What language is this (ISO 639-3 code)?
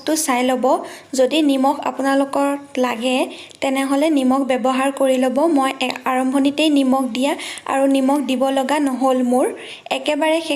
asm